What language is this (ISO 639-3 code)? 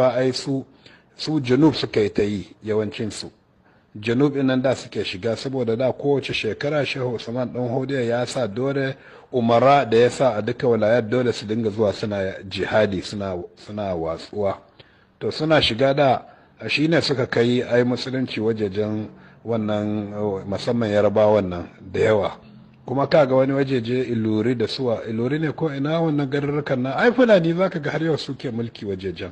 hau